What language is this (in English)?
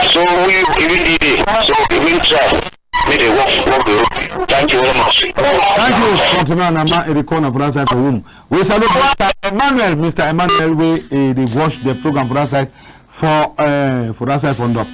Cameroon Pidgin